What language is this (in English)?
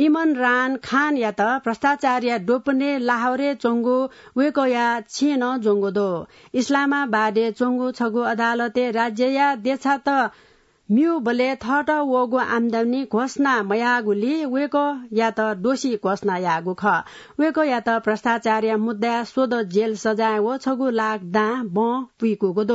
Newari